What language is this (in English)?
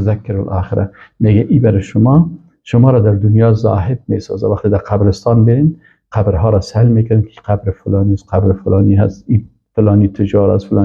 Persian